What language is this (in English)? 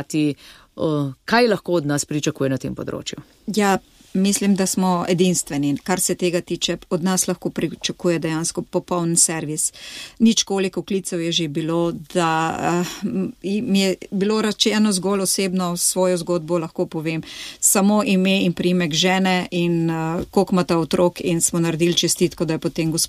Slovenian